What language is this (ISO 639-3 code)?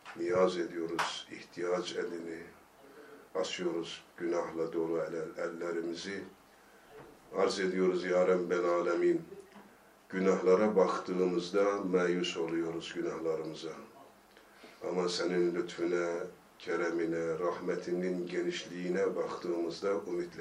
tur